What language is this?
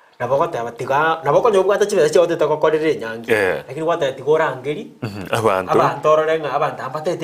Gusii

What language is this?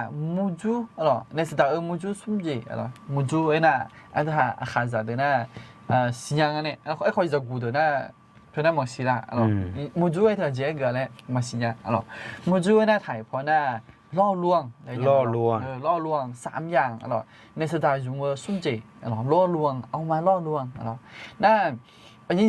Akha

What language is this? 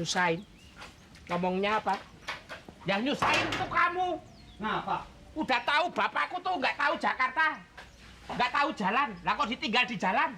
Betawi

